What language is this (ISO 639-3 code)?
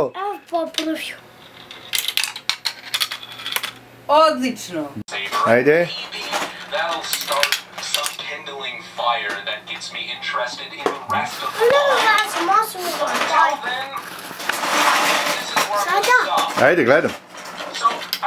hrv